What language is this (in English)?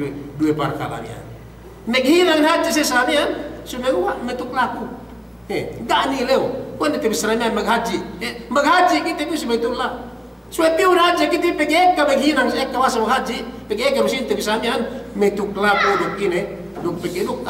Yakan